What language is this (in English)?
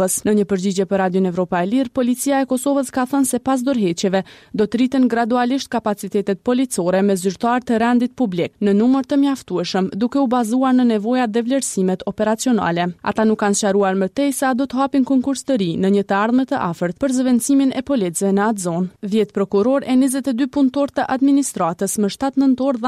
Albanian